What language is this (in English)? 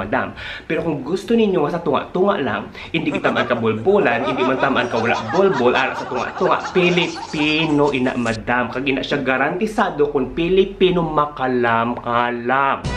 Hiligaynon